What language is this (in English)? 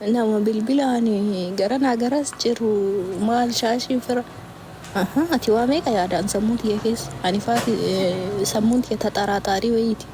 Oromo